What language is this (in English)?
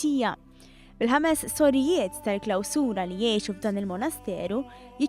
Maltese